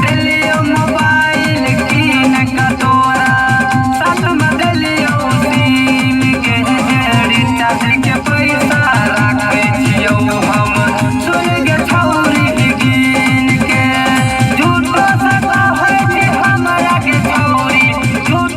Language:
Maithili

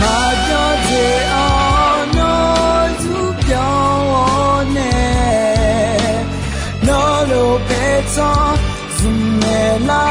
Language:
Akha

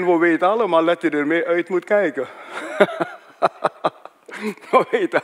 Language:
Dutch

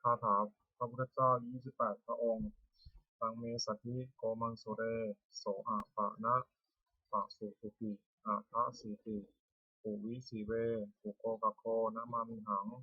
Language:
Pali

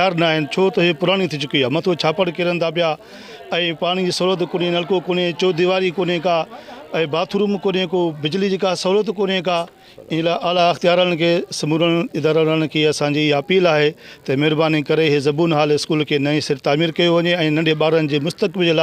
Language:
Sindhi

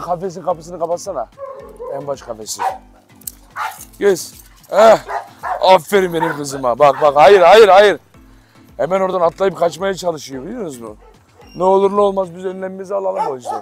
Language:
Turkish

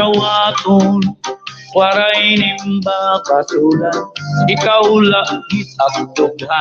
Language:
Waray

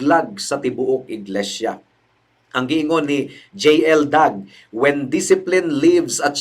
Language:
Cebuano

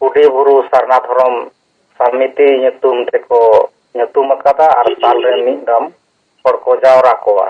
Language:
Santali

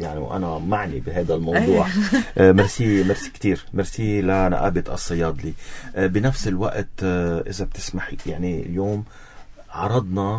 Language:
North Levantine Arabic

